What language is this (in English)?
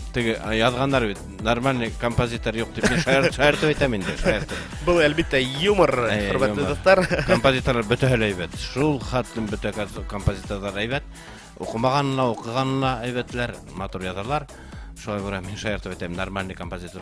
Bashkir